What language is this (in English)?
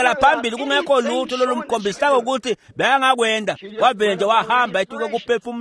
Swati